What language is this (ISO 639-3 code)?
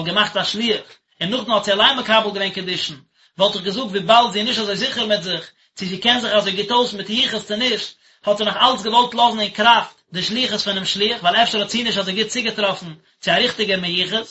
yid